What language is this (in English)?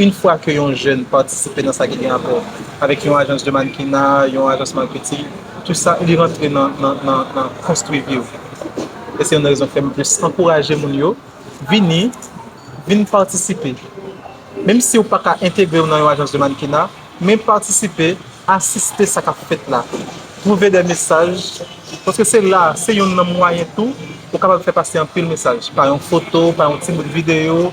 Haitian Creole